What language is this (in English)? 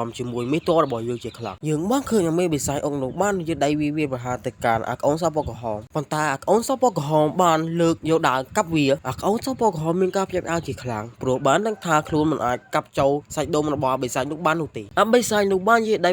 Khmer